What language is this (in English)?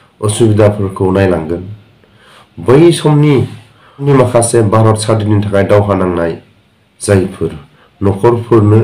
Bodo